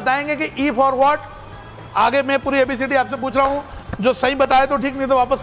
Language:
Hindi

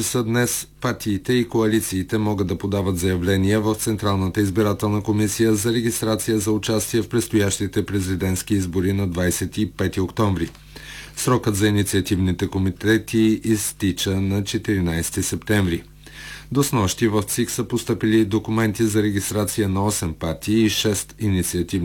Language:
Bulgarian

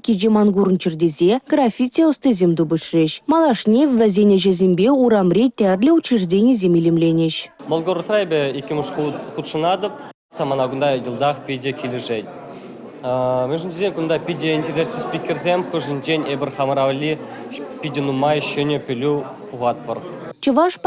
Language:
Chuvash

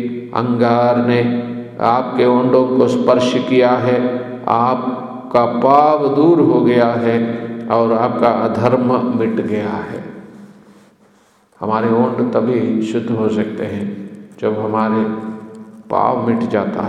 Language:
Hindi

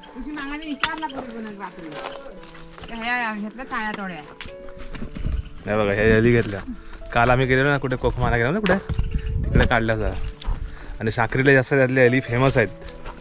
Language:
Marathi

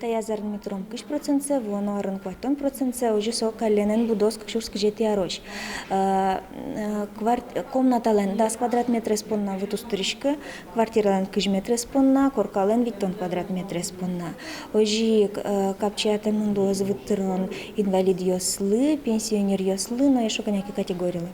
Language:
Udmurt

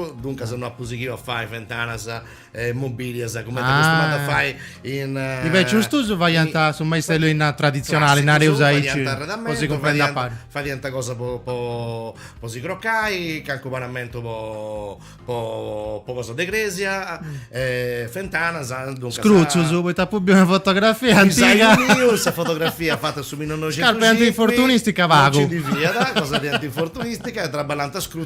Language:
Sardinian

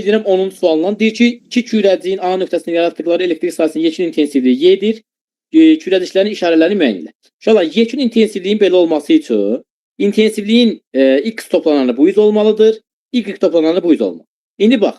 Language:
Azerbaijani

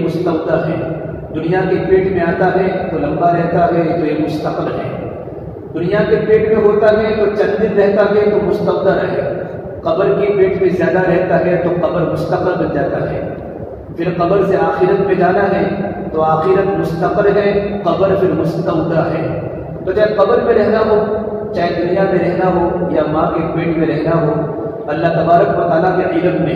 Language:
Urdu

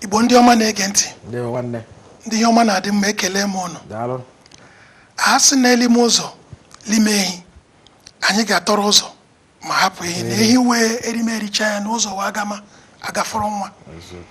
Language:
Igbo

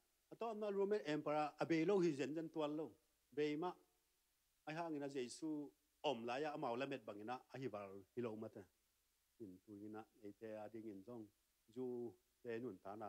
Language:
Tedim Chin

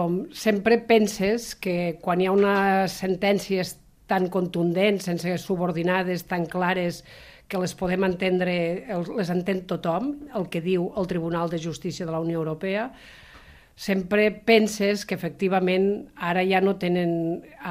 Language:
Catalan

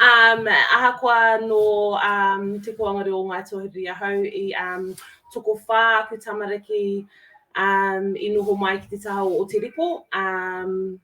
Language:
Māori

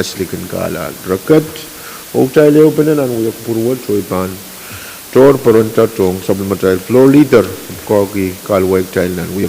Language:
Pohnpeian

